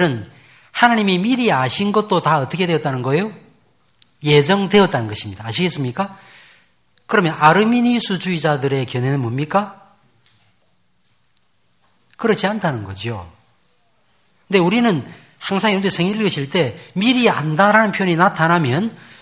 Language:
Korean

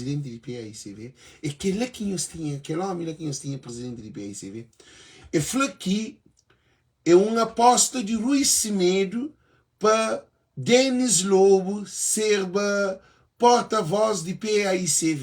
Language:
Kabuverdianu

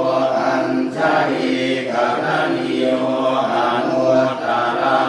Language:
Pali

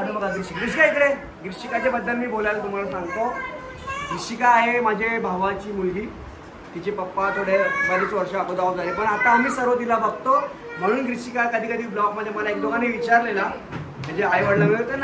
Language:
Marathi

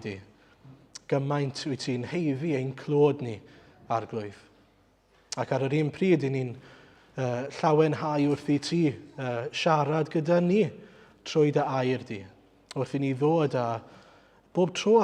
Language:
Welsh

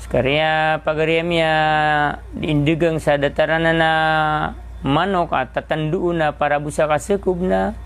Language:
Maranao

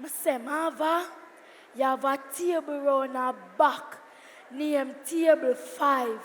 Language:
Jamaican Creole English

